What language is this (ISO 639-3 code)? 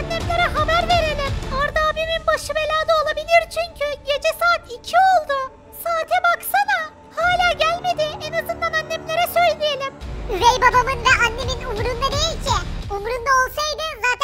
tur